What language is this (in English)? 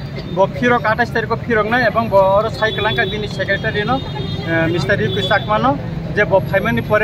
Kok Borok